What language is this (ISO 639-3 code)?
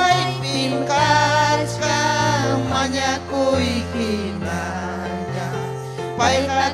quy